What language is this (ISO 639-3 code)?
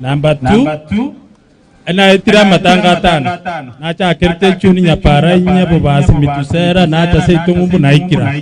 guz